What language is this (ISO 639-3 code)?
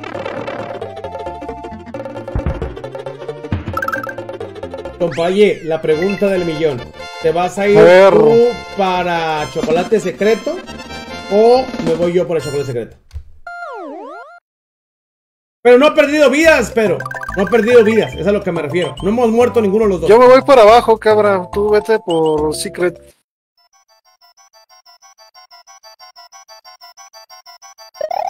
spa